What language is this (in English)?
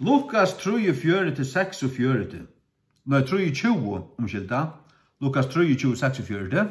Faroese